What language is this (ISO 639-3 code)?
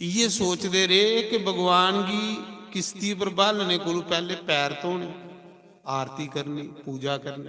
doi